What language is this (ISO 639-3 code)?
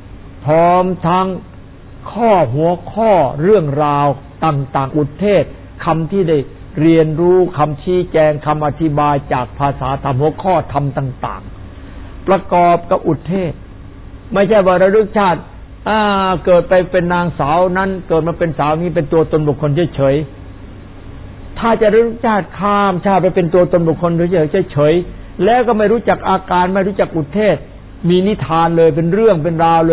tha